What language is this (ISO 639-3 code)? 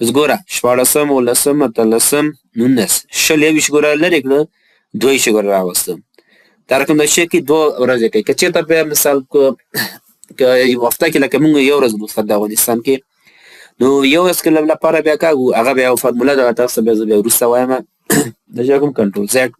pus